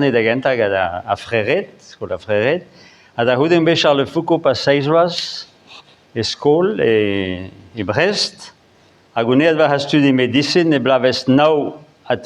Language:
Breton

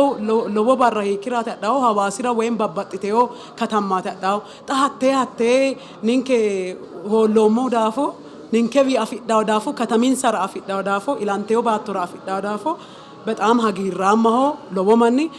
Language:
Sidamo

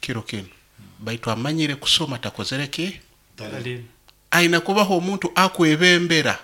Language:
Nyoro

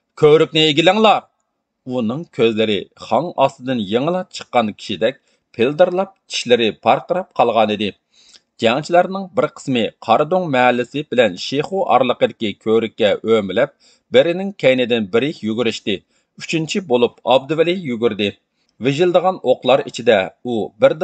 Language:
Uyghur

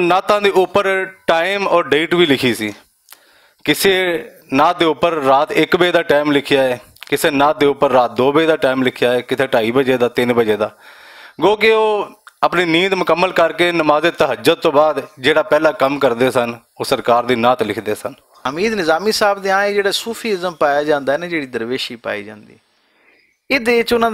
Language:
Western Panjabi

